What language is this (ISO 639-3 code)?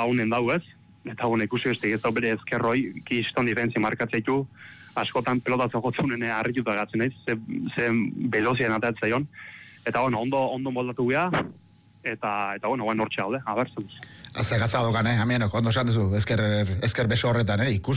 eus